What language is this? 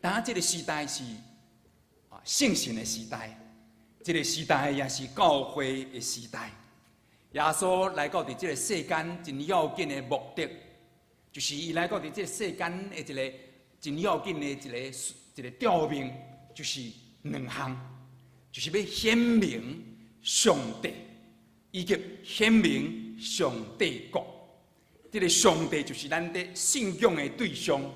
Min Nan Chinese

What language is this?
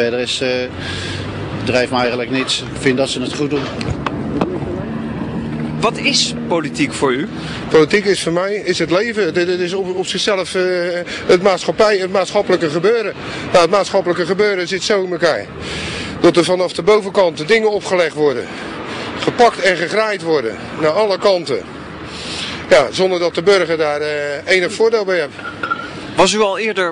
Dutch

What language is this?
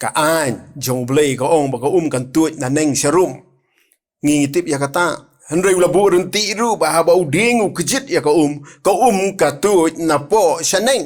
Khasi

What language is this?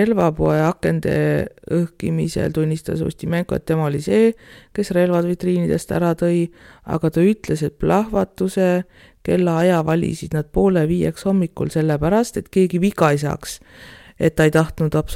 Estonian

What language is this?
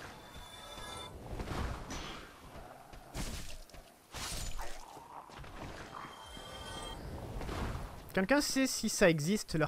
French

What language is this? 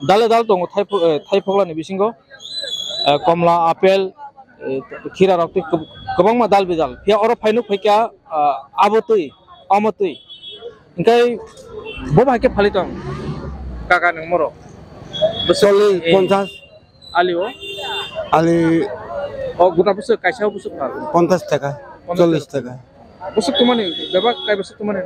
Kok Borok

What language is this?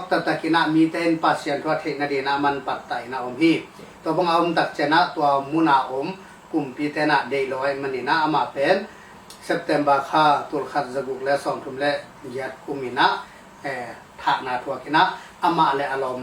Tedim Chin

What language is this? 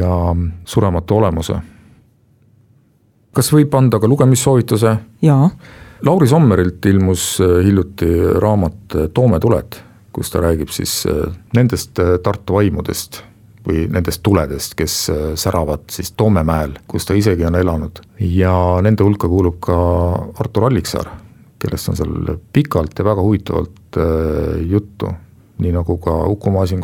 Estonian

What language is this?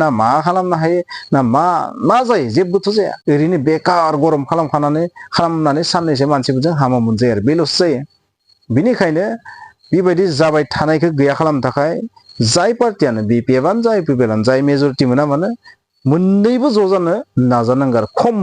Bodo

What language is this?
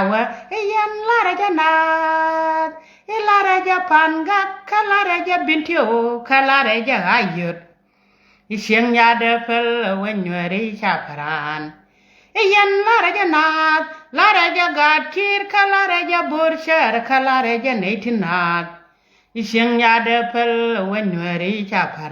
Nuer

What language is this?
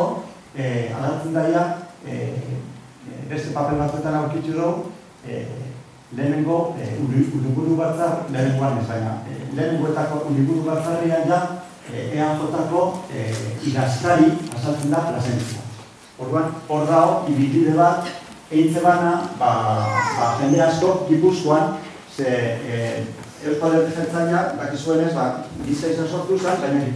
Basque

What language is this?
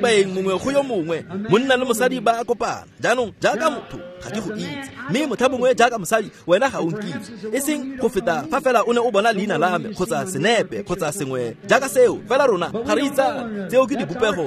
Tswana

